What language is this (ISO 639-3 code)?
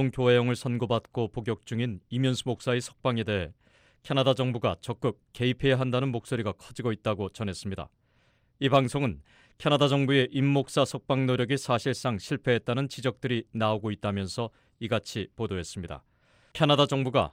kor